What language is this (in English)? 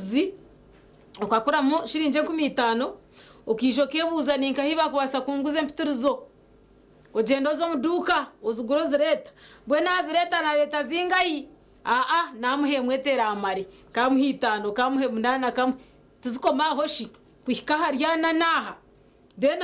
Nyankole